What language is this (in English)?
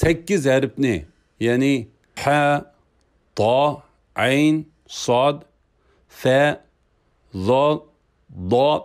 Uyghur